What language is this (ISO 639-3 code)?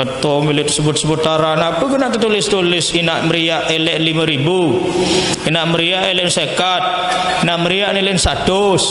sas